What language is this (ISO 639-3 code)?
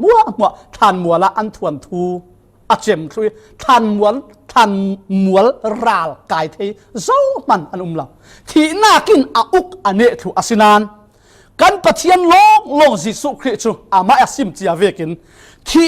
cfm